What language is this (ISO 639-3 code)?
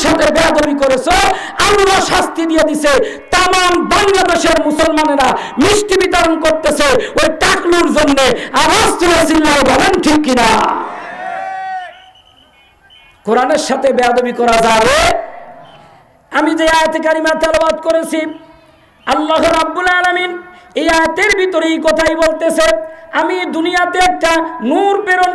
ben